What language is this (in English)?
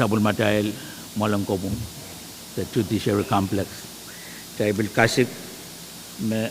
Pohnpeian